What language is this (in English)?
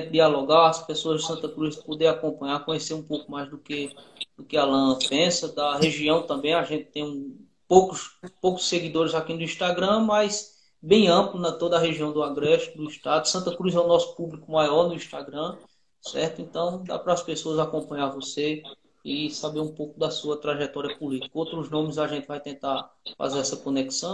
Portuguese